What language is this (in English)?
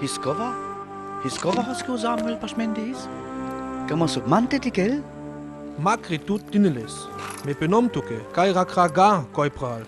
Sinte Romani